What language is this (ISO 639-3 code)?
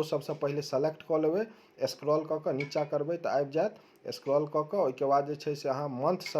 mai